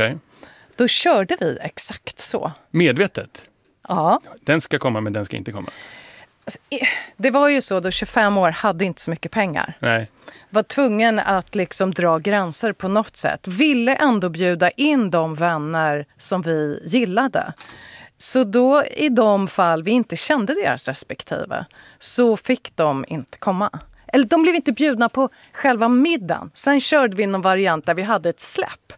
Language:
Swedish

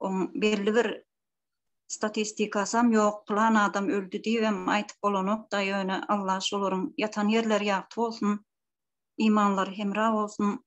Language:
Turkmen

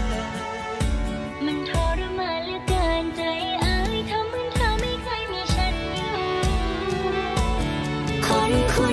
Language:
Thai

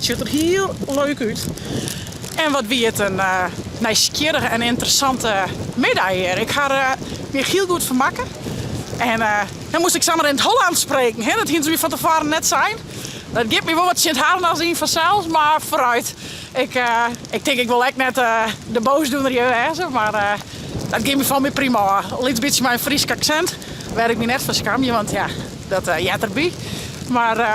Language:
Western Frisian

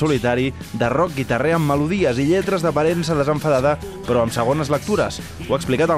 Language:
Catalan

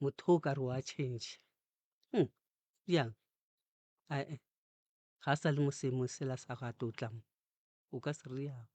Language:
Northern Sotho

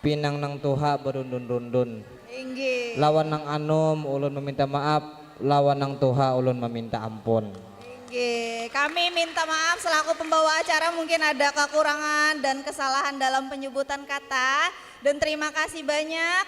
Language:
Banjar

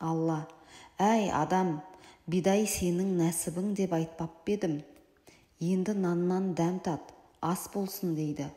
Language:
Kazakh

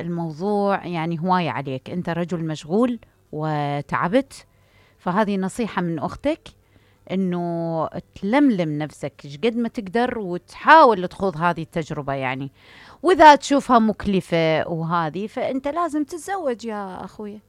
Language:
Mesopotamian Arabic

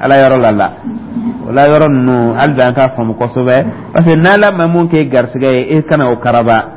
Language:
Dyula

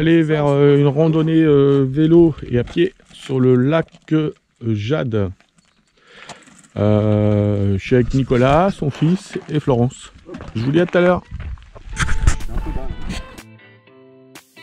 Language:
French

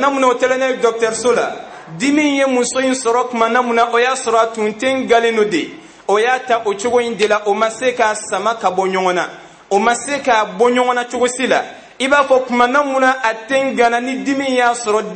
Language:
Bambara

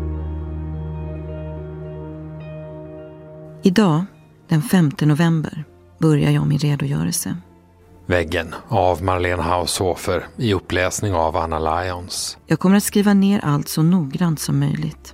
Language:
Swedish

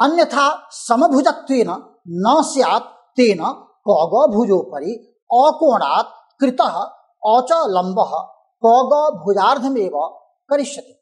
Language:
Sanskrit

